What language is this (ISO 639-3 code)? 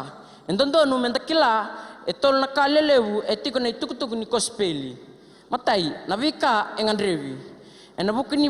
fij